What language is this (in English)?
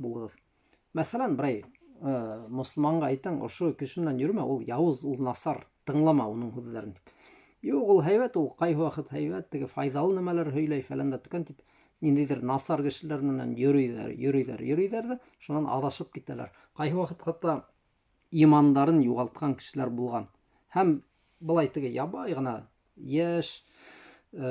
Bashkir